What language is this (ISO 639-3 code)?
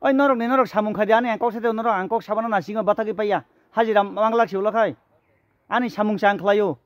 trp